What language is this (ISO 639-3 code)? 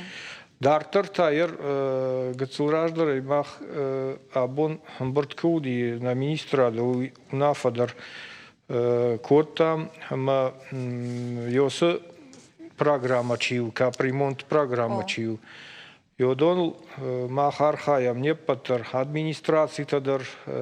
oss